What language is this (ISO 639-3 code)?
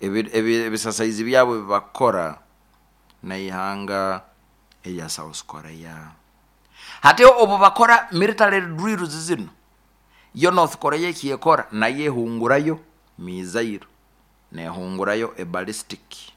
nyo